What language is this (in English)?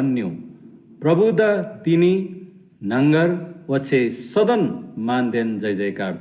Eastern Tamang